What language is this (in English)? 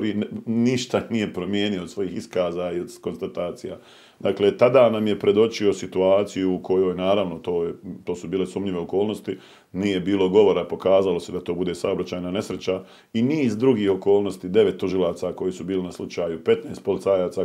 Bosnian